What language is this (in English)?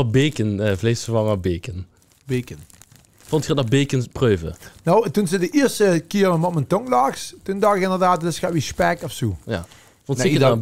Limburgish